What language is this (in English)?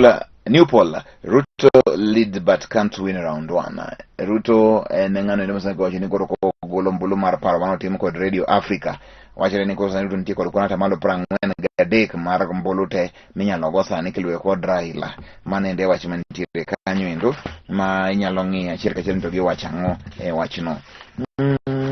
Luo (Kenya and Tanzania)